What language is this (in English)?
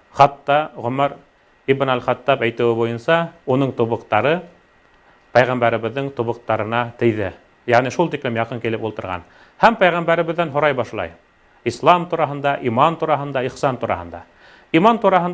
Bashkir